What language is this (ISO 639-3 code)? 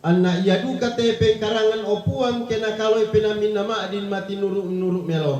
sda